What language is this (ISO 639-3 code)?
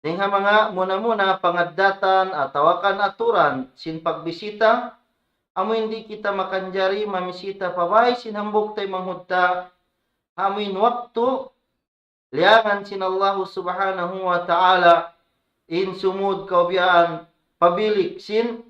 tsg